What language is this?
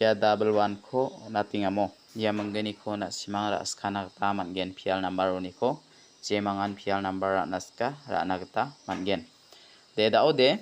Garo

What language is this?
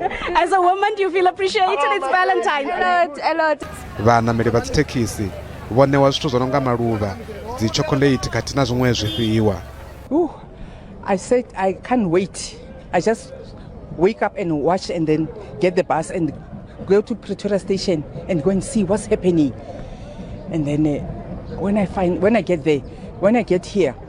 Venda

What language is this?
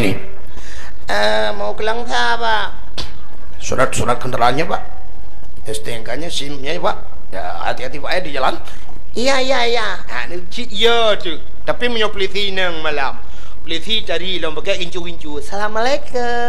Achinese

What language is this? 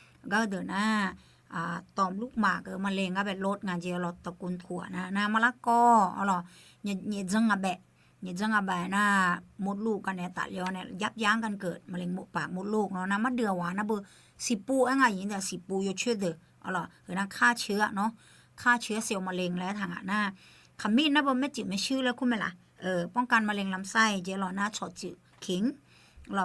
Akha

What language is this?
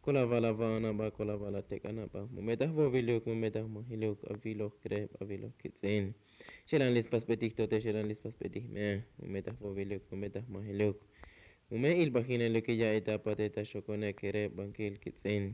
Tzotzil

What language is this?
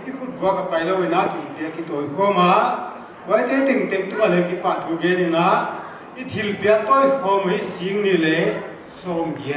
Paite Chin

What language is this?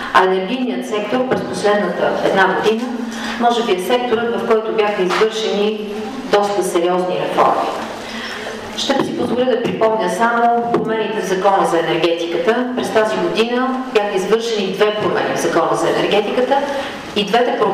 Bulgarian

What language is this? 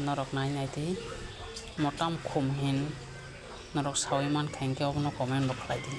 Kok Borok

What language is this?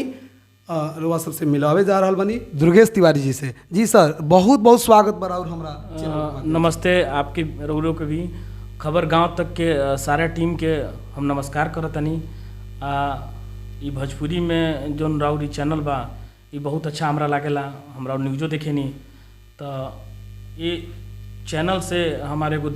Bhojpuri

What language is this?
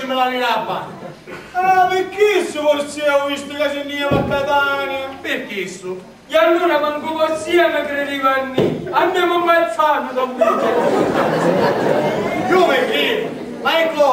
Sicilian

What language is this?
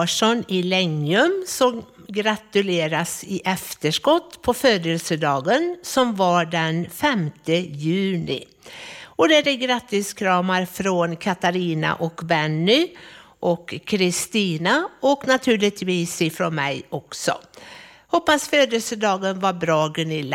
Swedish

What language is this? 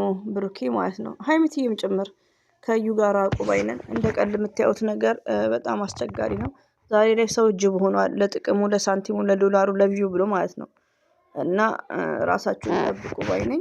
Amharic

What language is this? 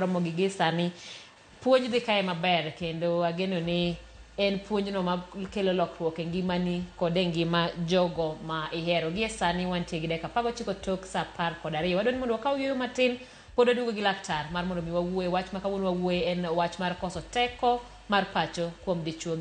Luo (Kenya and Tanzania)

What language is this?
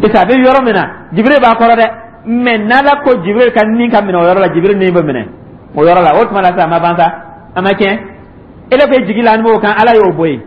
Dyula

